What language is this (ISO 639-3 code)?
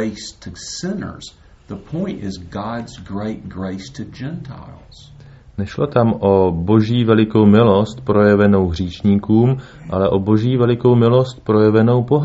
ces